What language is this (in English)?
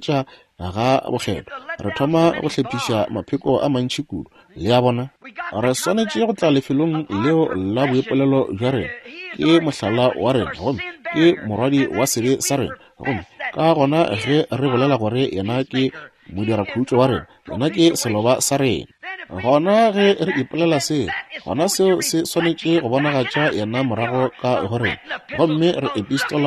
Northern Sotho